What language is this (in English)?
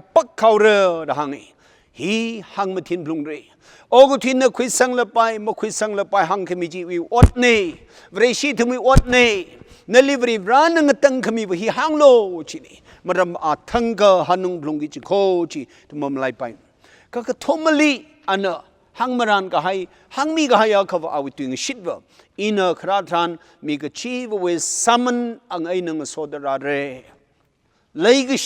Tangkhul Naga (India)